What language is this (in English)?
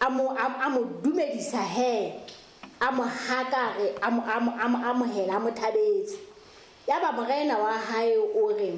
Southern Sotho